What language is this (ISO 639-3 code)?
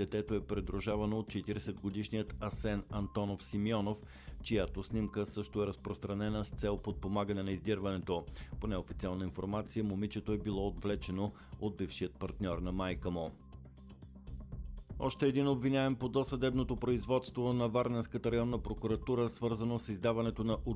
bul